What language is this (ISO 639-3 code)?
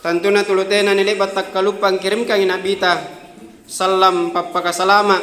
mak